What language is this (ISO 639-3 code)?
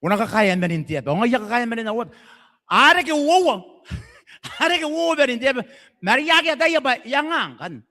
gil